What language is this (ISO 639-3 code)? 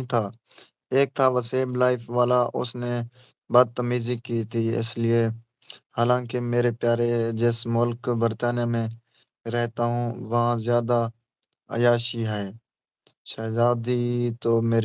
skr